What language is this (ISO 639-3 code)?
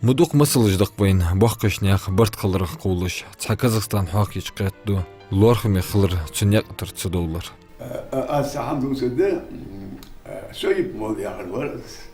inh